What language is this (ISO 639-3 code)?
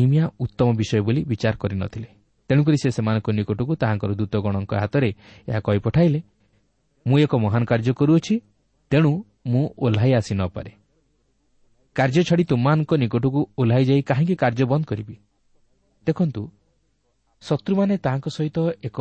ori